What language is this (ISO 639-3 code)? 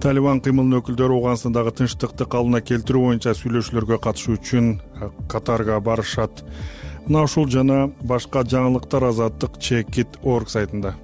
kir